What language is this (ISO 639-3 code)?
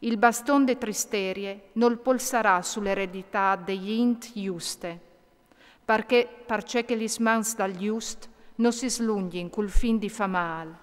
fur